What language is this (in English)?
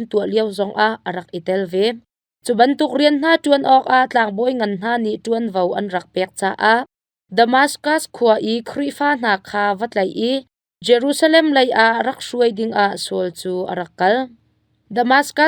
Hakha Chin